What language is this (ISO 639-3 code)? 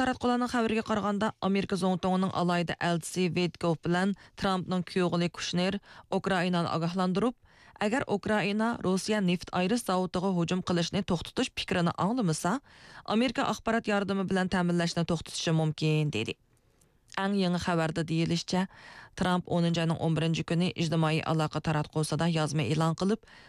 uig